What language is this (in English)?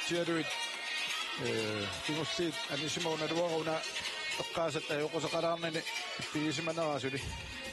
Kalaallisut